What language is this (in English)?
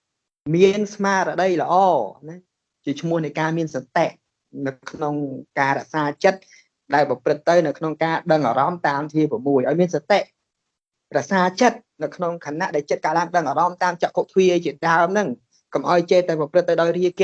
Khmer